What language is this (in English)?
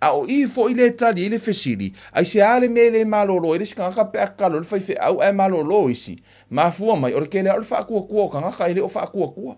Samoan